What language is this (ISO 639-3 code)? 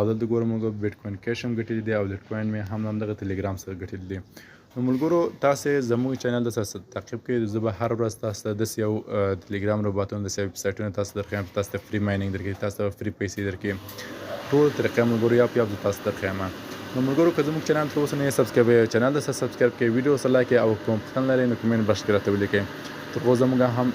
pus